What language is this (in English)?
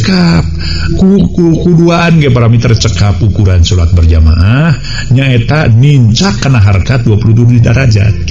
Sundanese